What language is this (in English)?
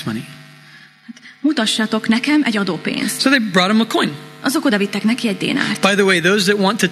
Hungarian